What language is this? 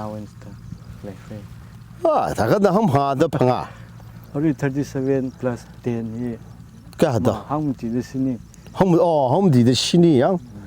Tangkhul Naga (India)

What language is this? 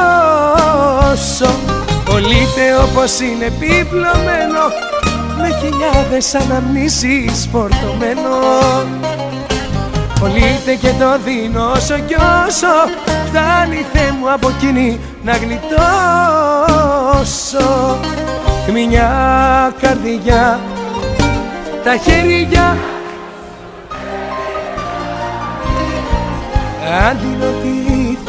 Greek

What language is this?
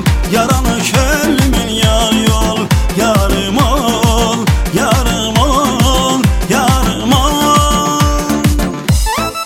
Turkish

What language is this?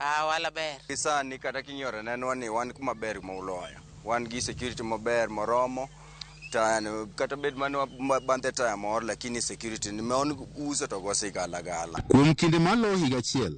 Luo (Kenya and Tanzania)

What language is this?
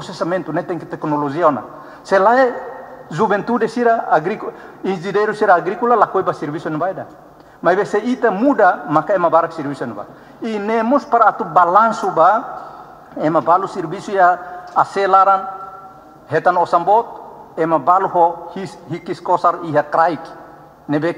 Tetum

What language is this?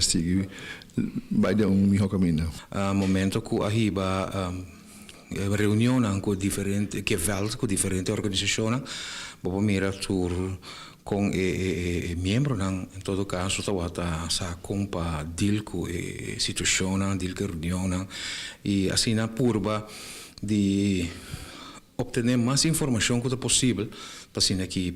Papiamento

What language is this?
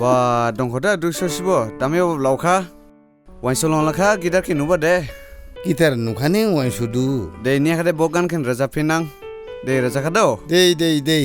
Dimasa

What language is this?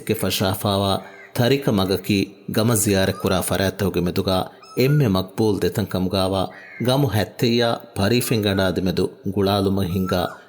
Divehi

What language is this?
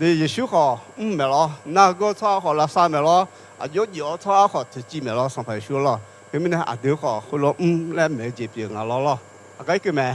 Akha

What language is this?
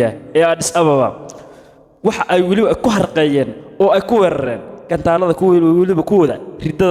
Somali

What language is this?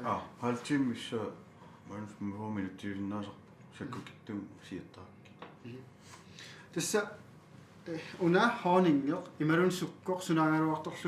Kalaallisut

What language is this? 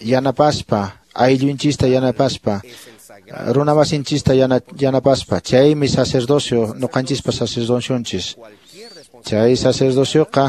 Quechua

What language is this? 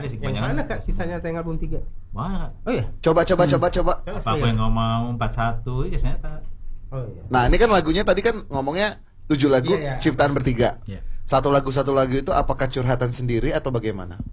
Indonesian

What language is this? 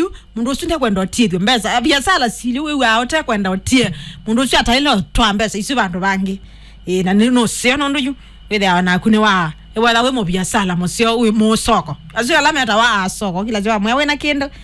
Kamba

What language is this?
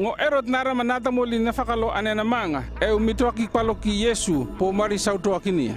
North Efate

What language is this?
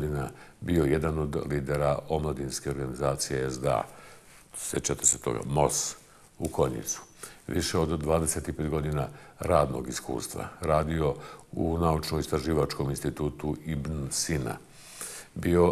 Bosnian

